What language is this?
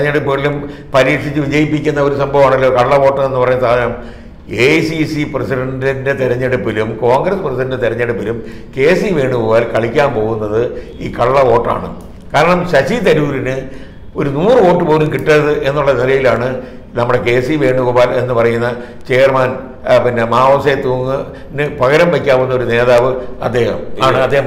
Malayalam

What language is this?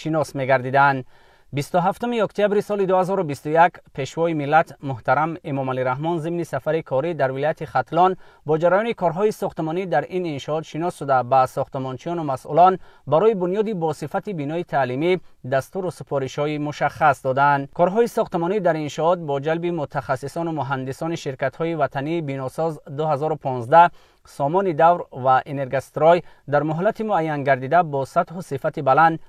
Tajik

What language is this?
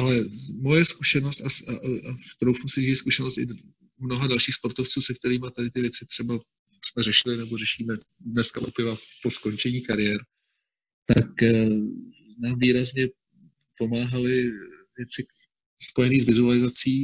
Czech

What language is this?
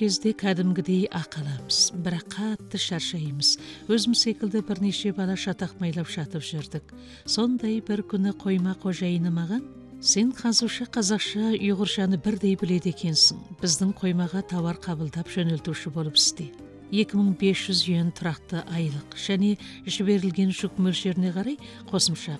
Kazakh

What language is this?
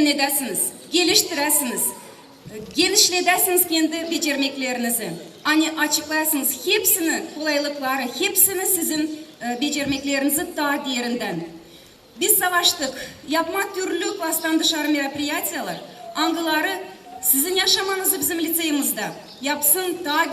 Gagauz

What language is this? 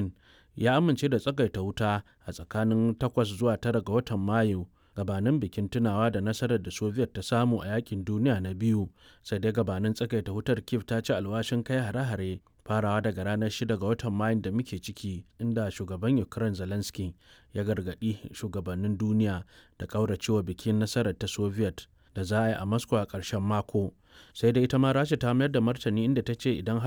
Hausa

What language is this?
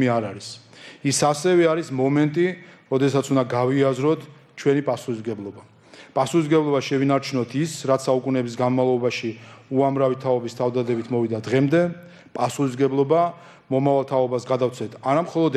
Georgian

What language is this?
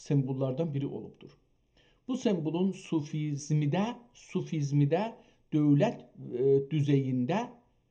South Azerbaijani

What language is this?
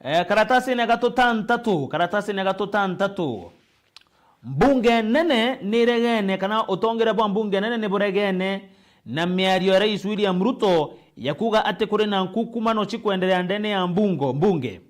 Meru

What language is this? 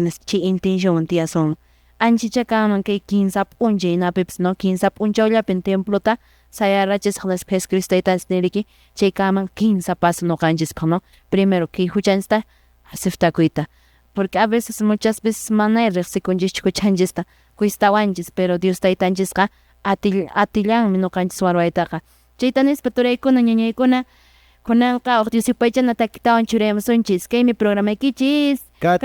Quechua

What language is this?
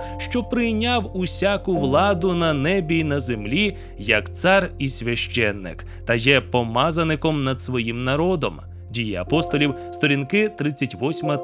Ukrainian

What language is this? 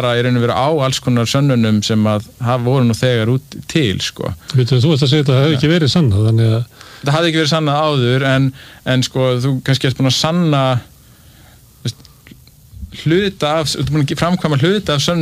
Icelandic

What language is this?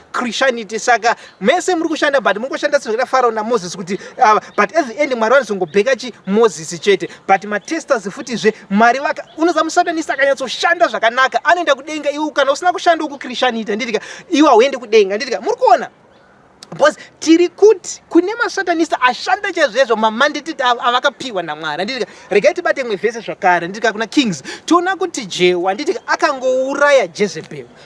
Shona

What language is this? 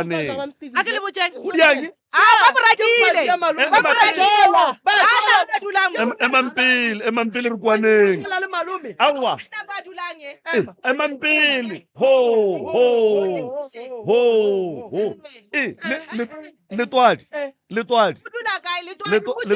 Northern Sotho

